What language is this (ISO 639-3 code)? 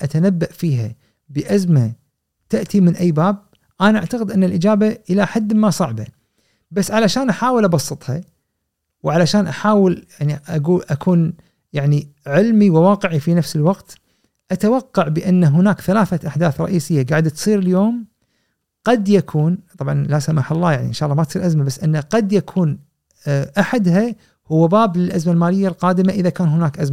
afb